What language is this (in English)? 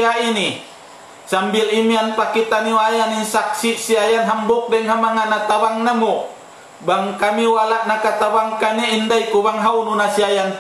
Tausug